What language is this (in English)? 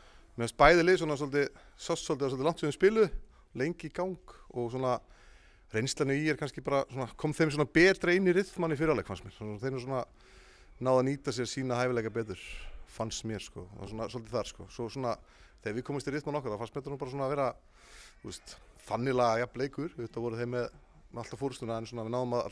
Icelandic